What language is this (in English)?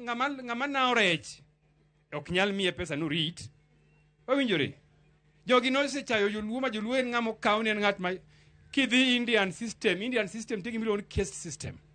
Luo (Kenya and Tanzania)